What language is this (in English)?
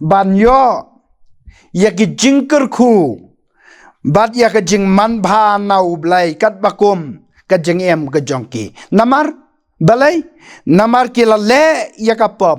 Khasi